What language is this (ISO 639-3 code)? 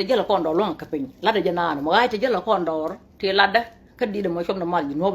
nus